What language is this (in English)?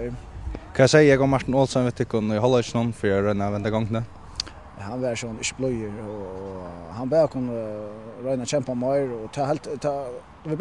Faroese